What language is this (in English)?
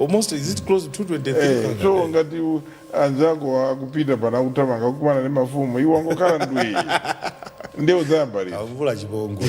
Nyanja